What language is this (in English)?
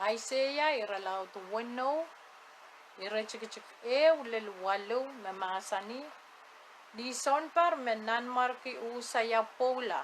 Pohnpeian